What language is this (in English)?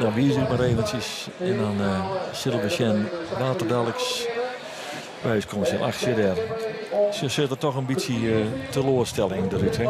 Western Frisian